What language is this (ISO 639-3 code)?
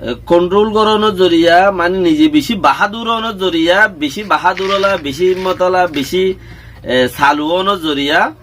rhg